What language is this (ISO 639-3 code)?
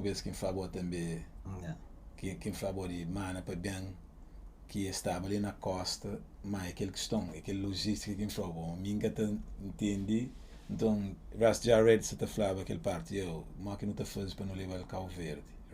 kea